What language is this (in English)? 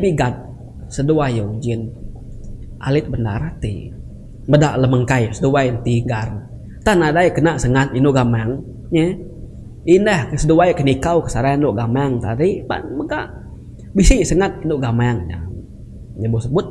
Iban